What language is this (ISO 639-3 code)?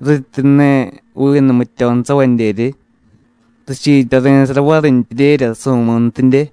mlg